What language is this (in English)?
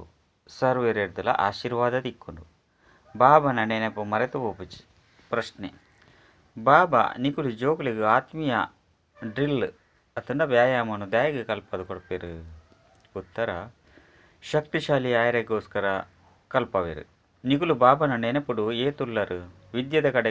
Tulu